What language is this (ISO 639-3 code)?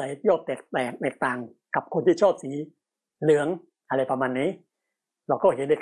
tha